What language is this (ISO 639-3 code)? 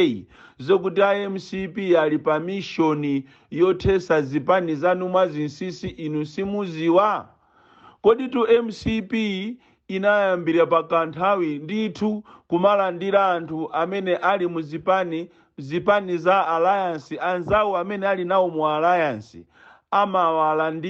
nya